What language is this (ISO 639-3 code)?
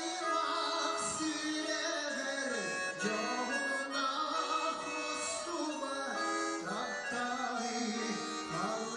sah